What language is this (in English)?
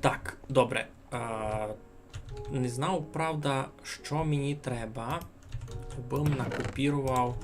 Rusyn